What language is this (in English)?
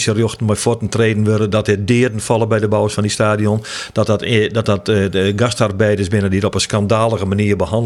Western Frisian